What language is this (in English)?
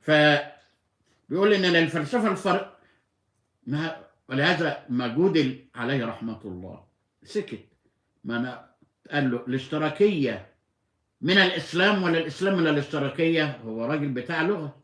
Egyptian Arabic